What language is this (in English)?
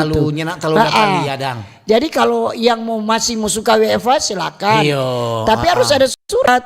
Manado Malay